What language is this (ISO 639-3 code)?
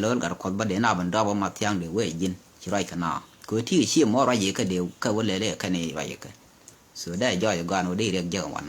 nus